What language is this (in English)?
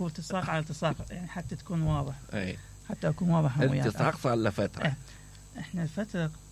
Mesopotamian Arabic